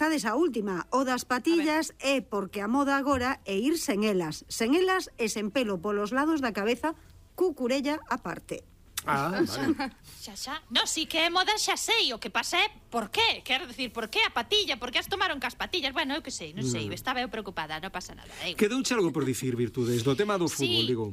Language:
Galician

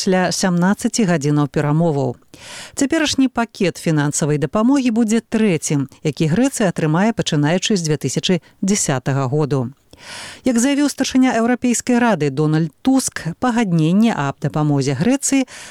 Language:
Belarusian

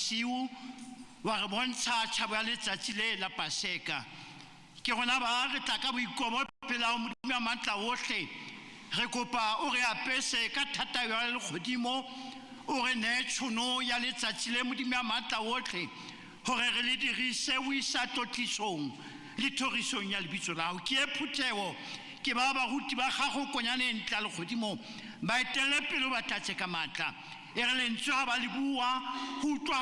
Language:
Tswana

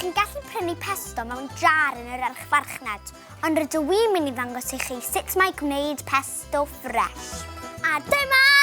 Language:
Welsh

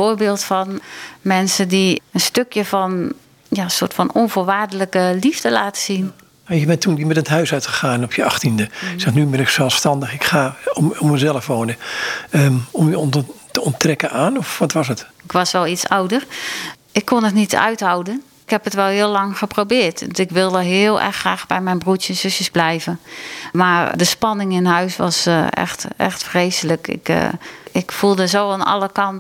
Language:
Dutch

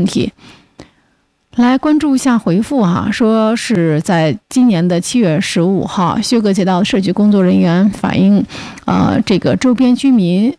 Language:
Chinese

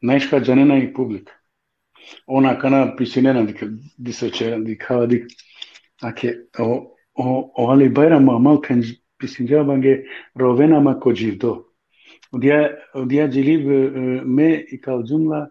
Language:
Balkan Romani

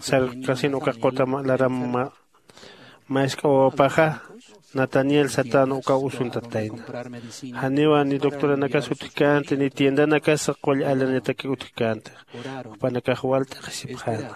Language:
Aymara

